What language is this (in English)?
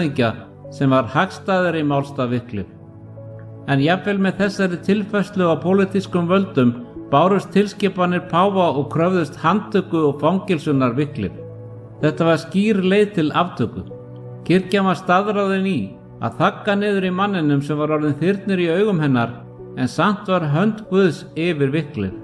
Icelandic